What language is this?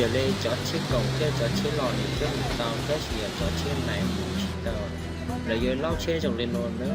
Hmong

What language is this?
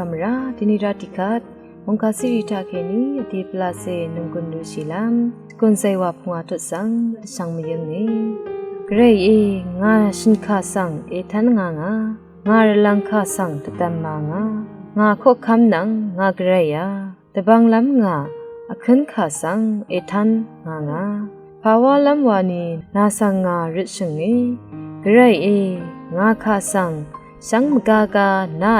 Rawang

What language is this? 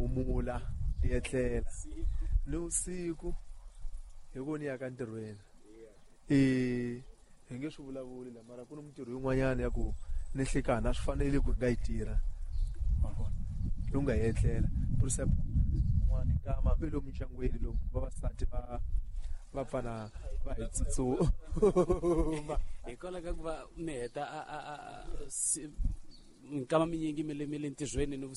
Tsonga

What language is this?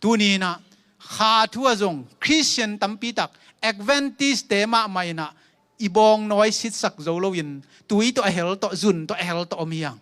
Tedim Chin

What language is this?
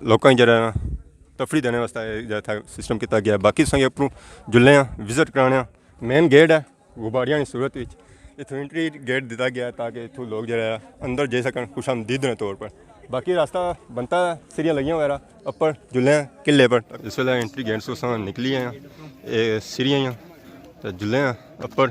Pahari-Potwari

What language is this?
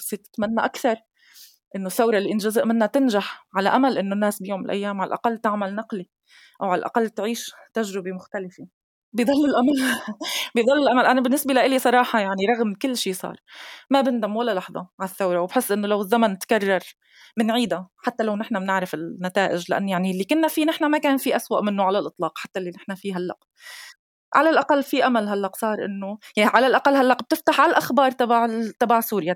North Levantine Arabic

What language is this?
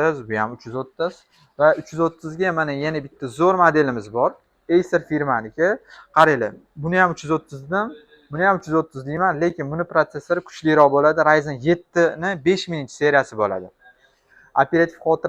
Uzbek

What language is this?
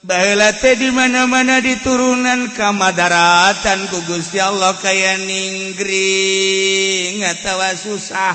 Sundanese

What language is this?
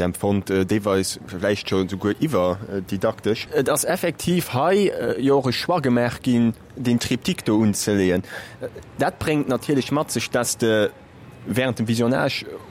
Luxembourgish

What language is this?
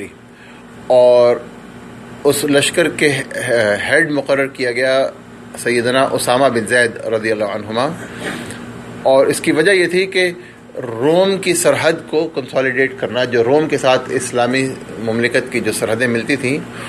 Urdu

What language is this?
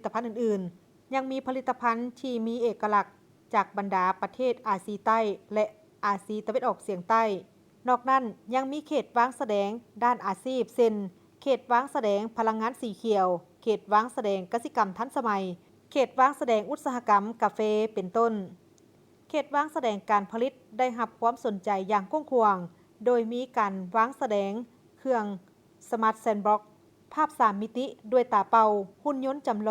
Lao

